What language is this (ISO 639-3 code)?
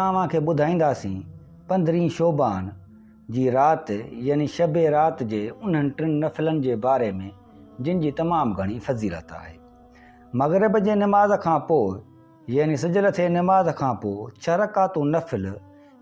snd